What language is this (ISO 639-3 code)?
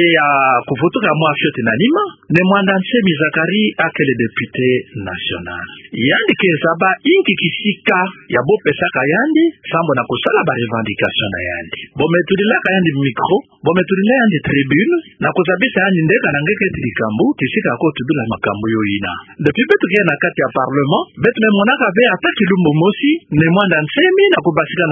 ktu